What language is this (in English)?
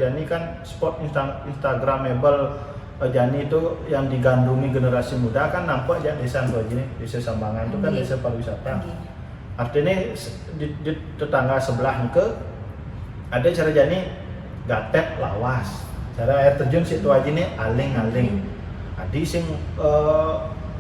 Balinese